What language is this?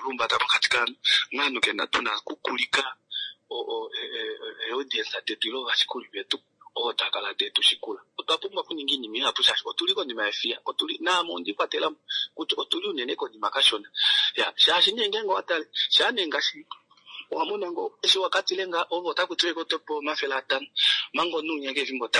Kuanyama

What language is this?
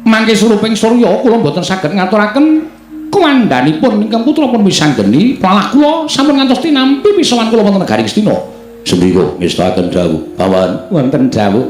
Javanese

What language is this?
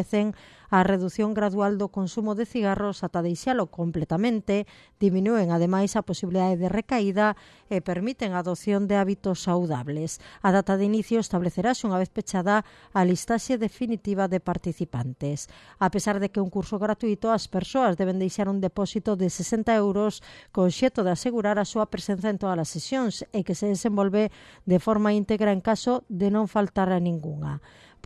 Galician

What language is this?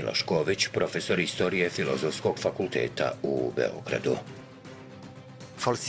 Serbian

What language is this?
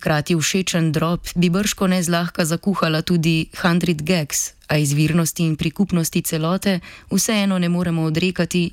Slovenian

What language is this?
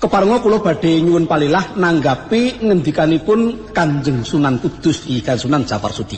Javanese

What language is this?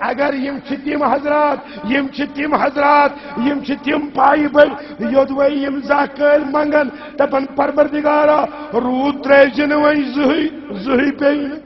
Kashmiri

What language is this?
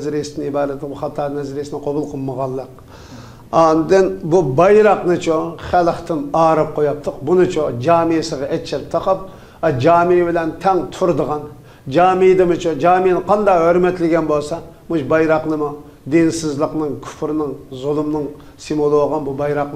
Uyghur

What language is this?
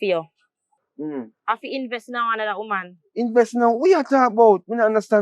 Jamaican Creole English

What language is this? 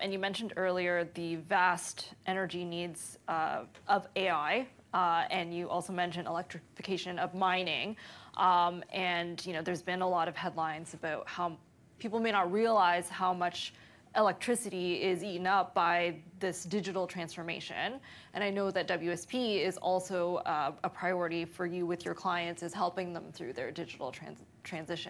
English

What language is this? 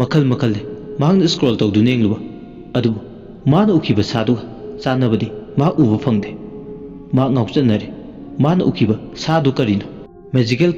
Manipuri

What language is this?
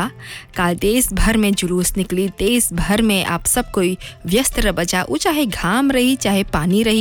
Bhojpuri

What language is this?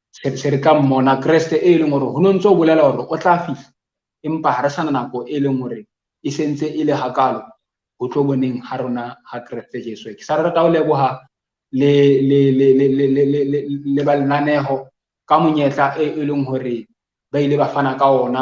Southern Sotho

